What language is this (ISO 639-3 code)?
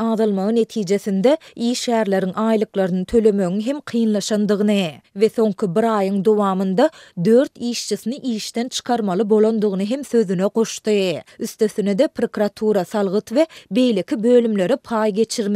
tuk